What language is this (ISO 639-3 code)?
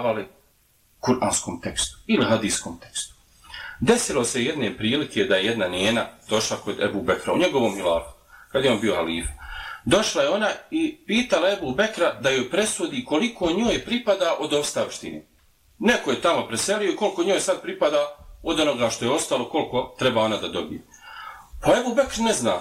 bos